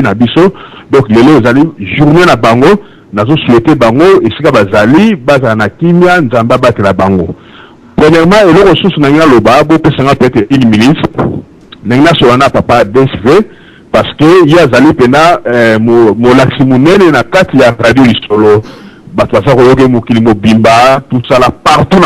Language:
Lingala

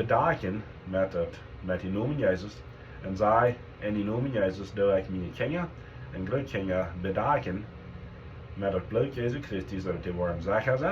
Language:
Plautdietsch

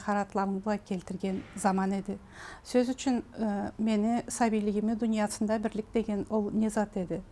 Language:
Karachay-Balkar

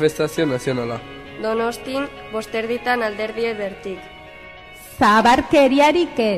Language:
Basque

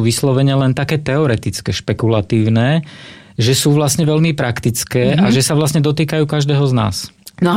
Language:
Slovak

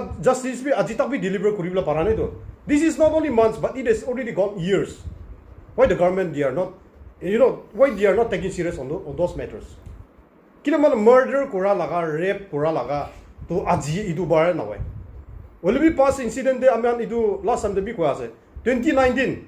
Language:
Naga Pidgin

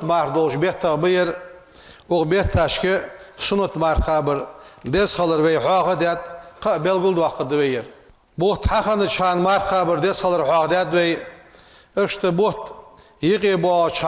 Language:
Ingush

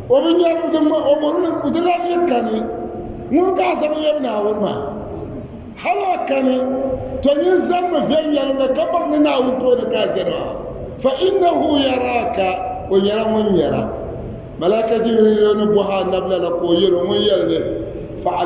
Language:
Dagbani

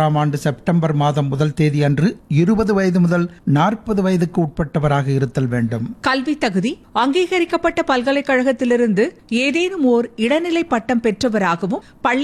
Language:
Tamil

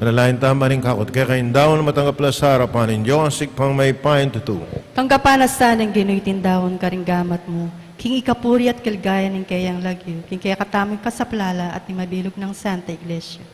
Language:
Pampanga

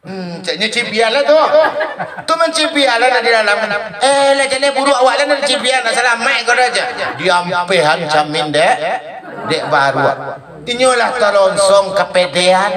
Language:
Minangkabau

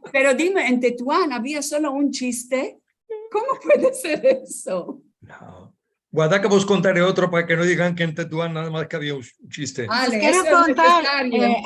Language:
Ladino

